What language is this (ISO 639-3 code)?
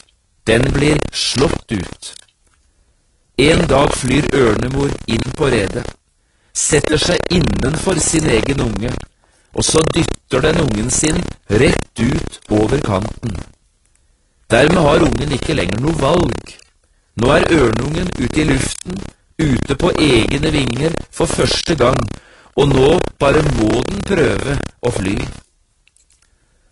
nor